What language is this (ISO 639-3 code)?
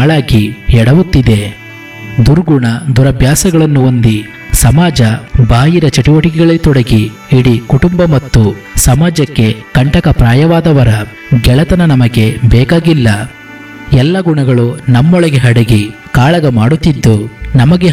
kan